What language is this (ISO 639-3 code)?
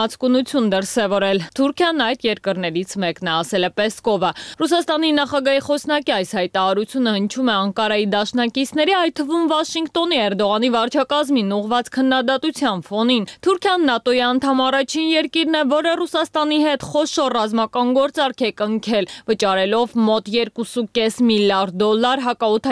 hye